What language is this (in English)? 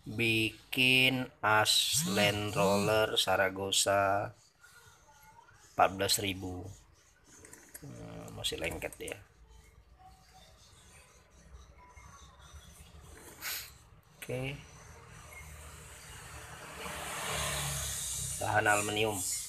Indonesian